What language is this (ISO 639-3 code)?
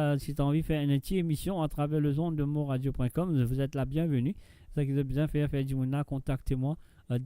mfe